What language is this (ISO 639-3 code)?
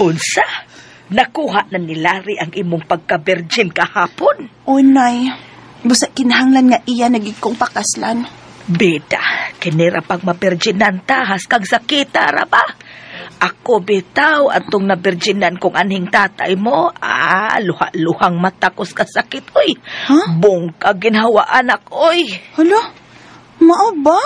ceb